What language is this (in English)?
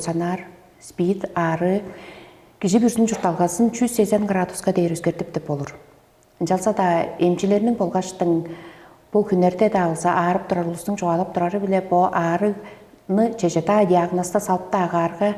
Tuvinian